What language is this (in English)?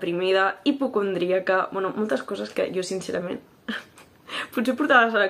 Catalan